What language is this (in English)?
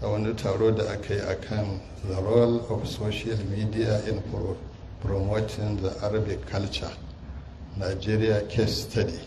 Hausa